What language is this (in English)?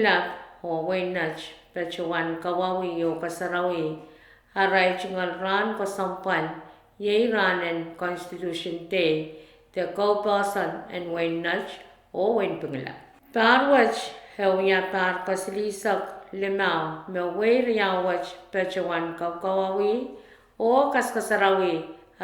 Pohnpeian